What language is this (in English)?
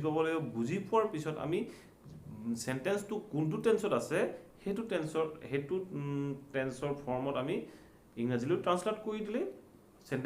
Assamese